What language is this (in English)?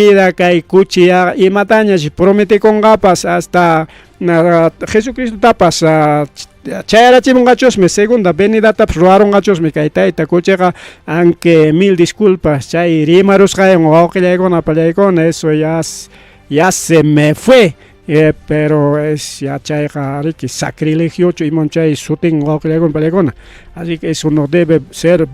Ayacucho Quechua